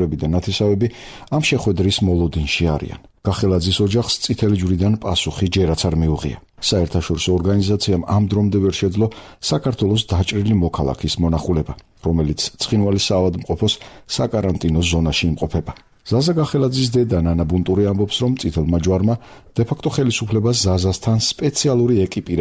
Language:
Georgian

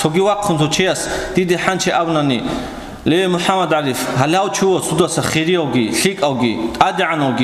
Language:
Avaric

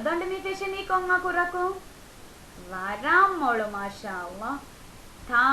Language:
Divehi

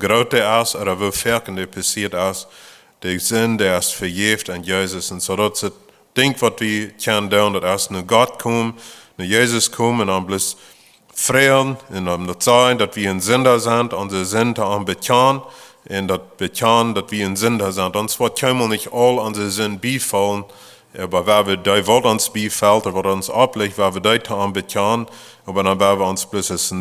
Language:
Plautdietsch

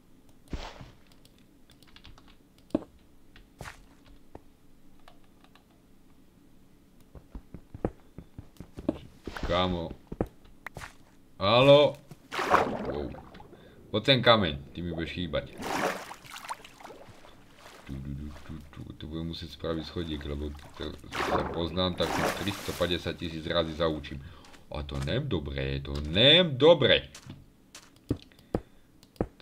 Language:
Slovak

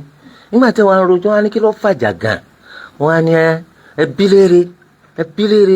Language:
Yoruba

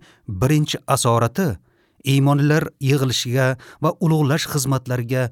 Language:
Uzbek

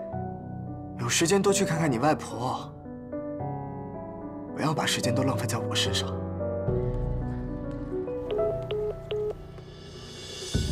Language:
Chinese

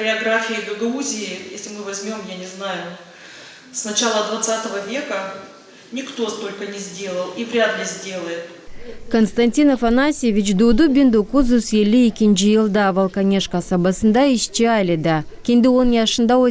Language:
Gagauz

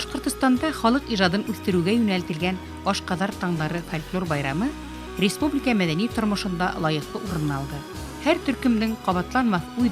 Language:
Bashkir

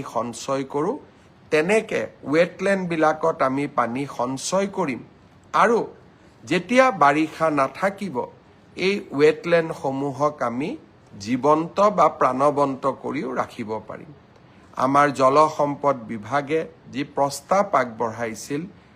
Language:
Assamese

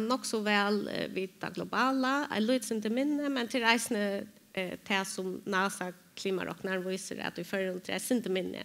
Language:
Faroese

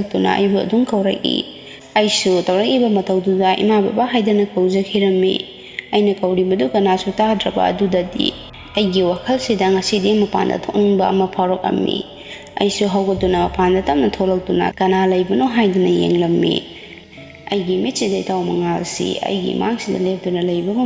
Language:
Manipuri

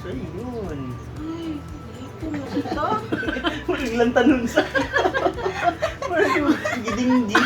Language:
Cebuano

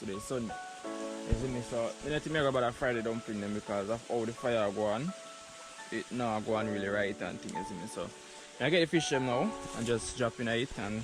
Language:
Jamaican Creole English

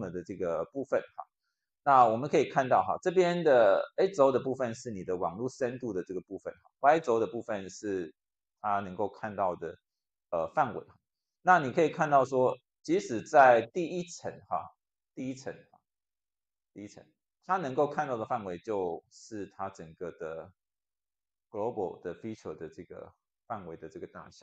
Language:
Chinese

